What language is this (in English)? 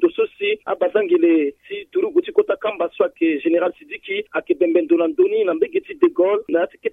Sango